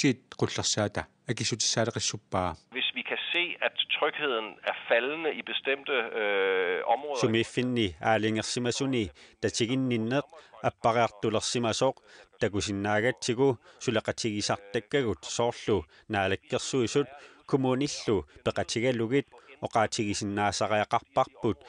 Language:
Kalaallisut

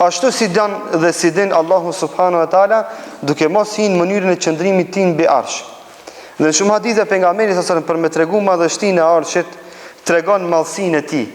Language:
Albanian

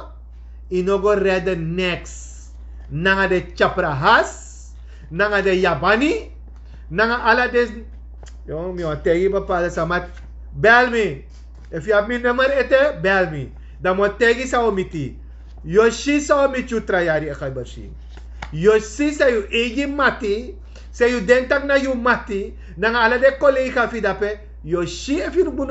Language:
Sranan Tongo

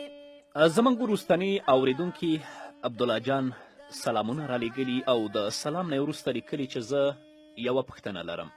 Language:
Pashto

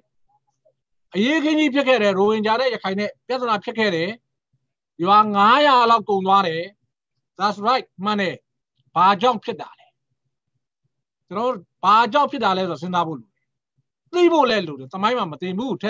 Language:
Burmese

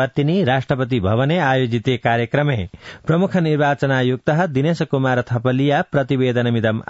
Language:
Sanskrit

